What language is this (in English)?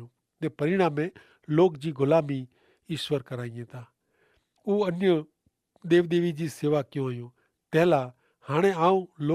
Kachhi